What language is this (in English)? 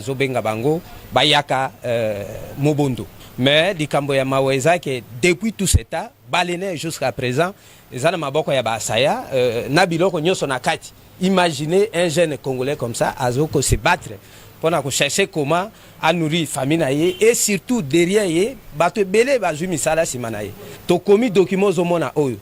Lingala